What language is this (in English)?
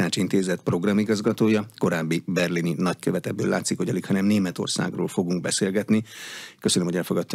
Hungarian